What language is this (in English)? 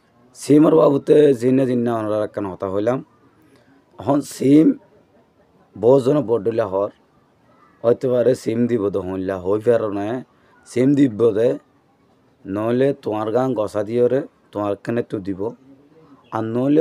Rohingya